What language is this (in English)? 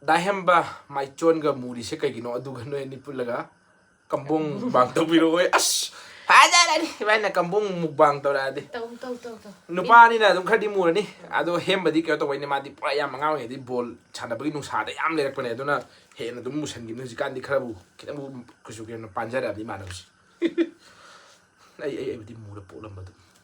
Manipuri